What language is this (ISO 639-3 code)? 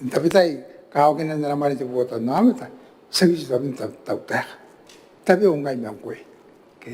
gil